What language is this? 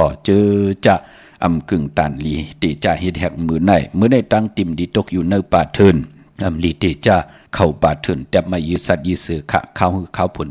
Shan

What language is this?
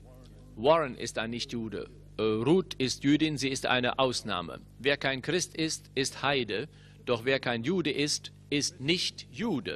German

